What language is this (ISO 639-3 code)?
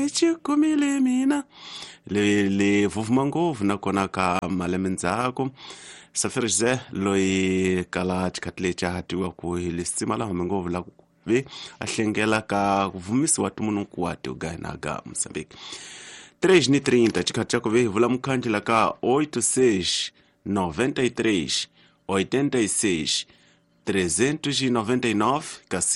tso